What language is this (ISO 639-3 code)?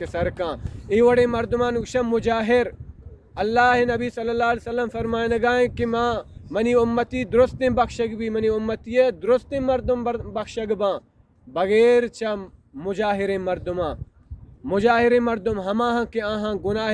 bal